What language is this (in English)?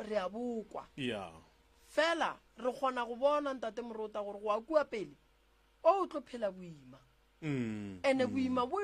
Northern Sotho